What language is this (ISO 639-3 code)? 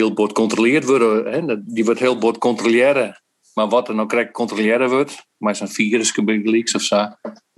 fry